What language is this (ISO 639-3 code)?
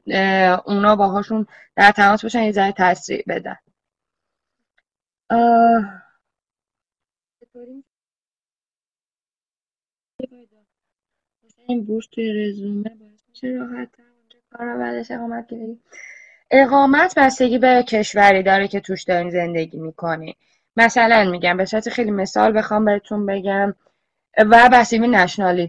fas